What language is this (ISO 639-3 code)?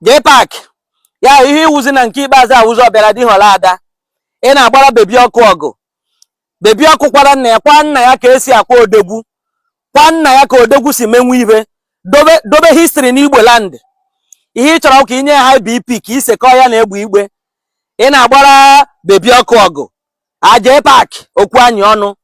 ibo